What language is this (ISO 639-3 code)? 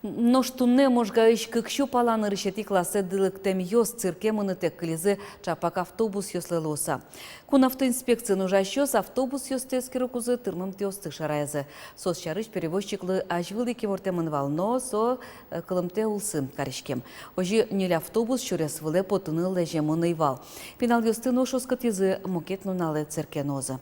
udm